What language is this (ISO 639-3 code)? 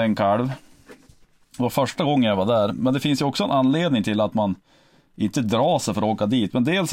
swe